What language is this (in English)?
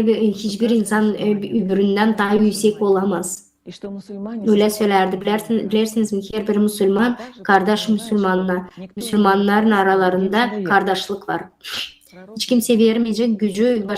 Gagauz